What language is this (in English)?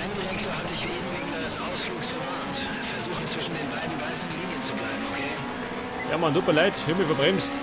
Bavarian